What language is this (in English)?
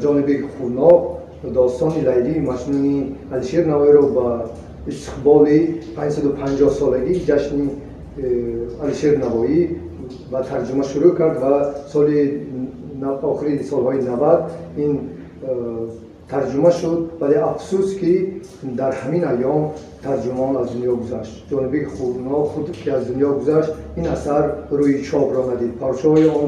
Tajik